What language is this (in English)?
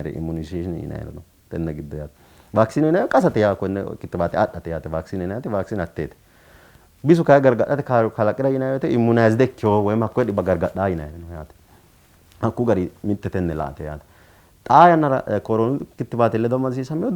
Sidamo